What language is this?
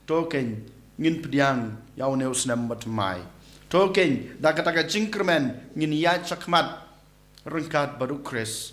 Khasi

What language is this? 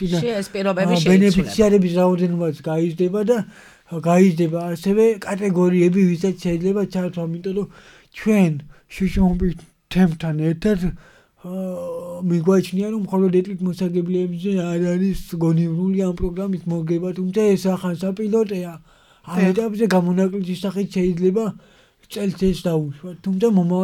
Georgian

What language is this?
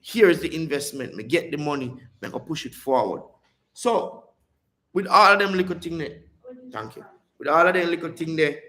Jamaican Creole English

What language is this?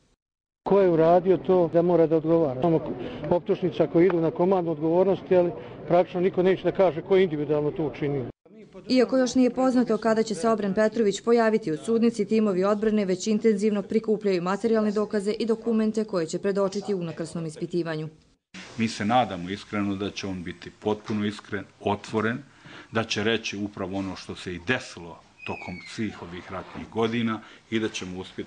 Croatian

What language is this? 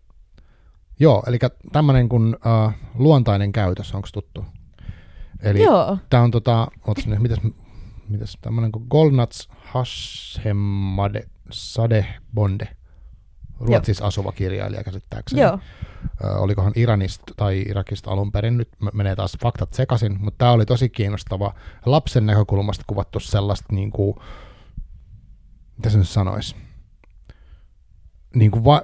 Finnish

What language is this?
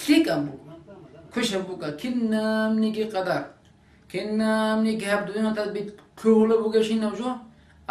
Avaric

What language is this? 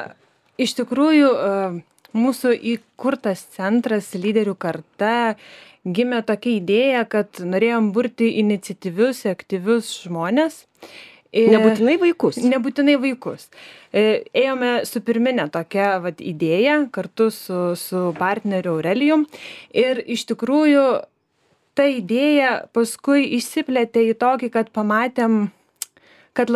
Lithuanian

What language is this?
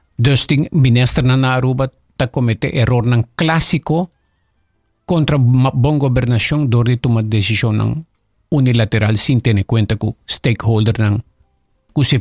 Papiamento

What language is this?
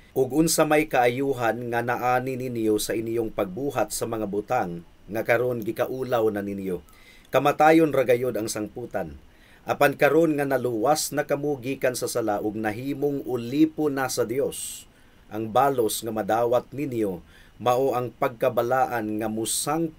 Cebuano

